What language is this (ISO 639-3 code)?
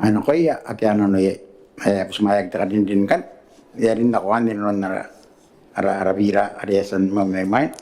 gil